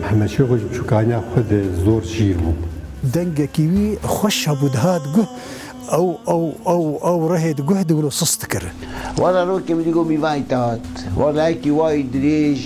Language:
Kurdish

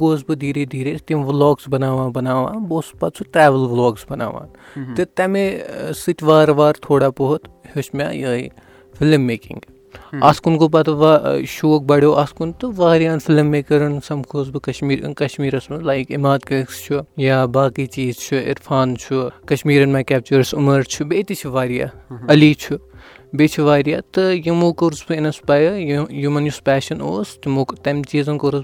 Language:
Kashmiri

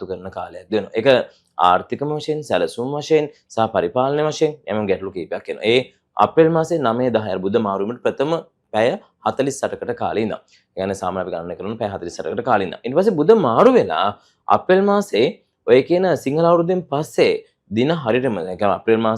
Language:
Sinhala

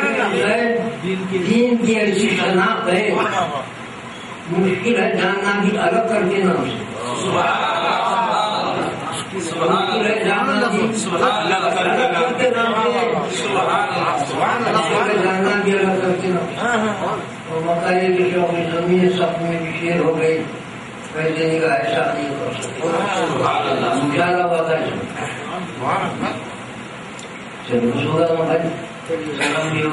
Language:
Urdu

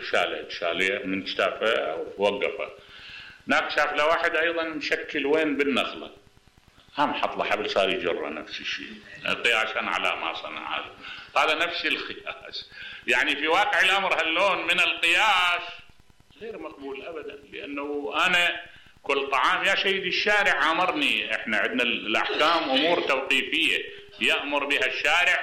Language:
Mesopotamian Arabic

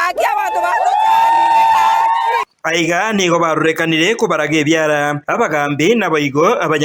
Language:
Gusii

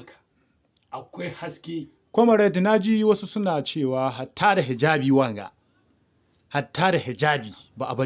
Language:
Hausa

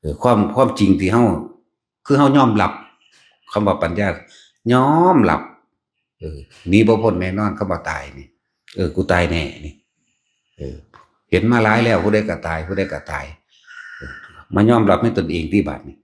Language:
Northeastern Thai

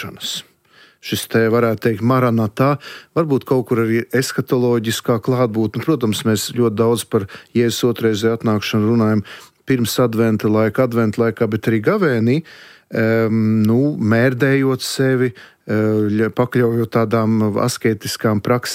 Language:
Latvian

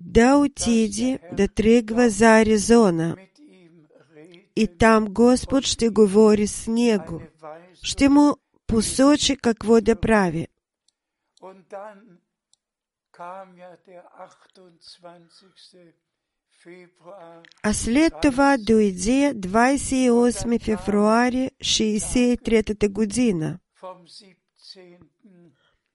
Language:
Bulgarian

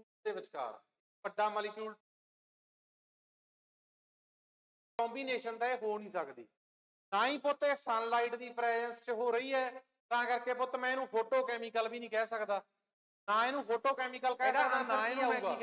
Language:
Punjabi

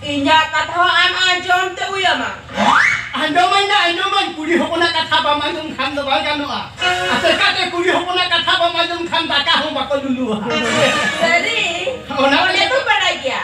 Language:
Santali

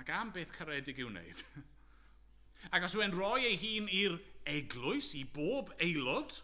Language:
Welsh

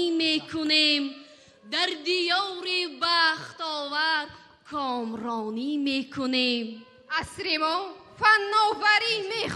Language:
Tajik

